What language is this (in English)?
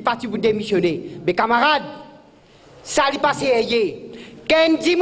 Morisyen